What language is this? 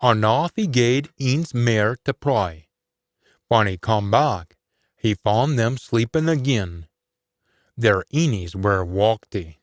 Scots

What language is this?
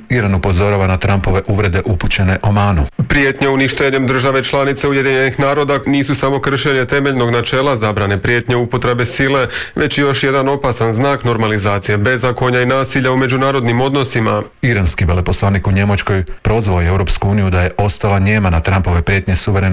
Croatian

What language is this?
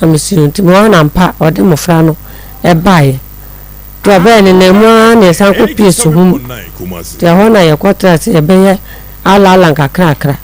Akan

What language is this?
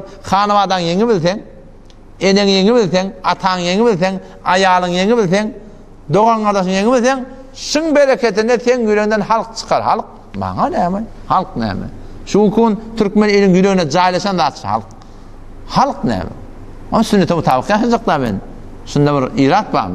Turkmen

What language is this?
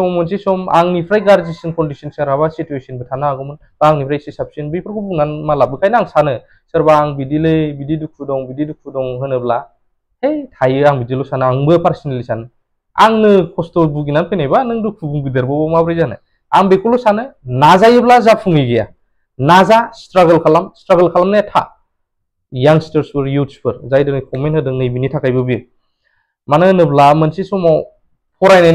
Bodo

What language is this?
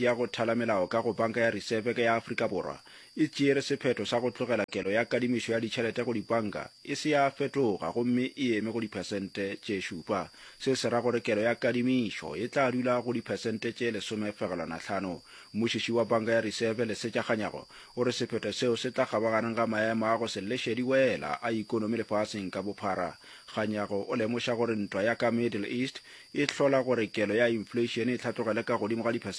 Northern Sotho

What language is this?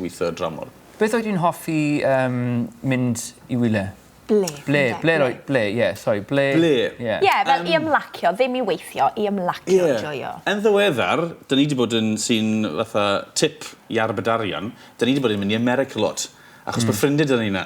Welsh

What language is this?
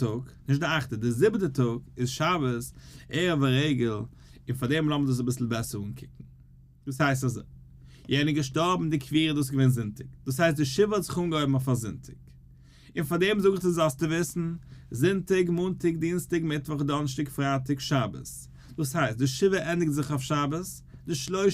Yiddish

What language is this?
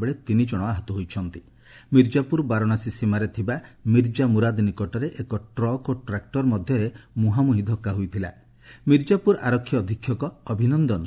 Odia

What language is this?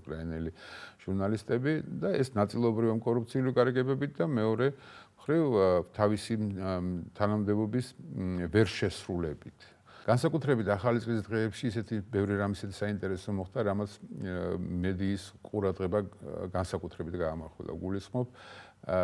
Georgian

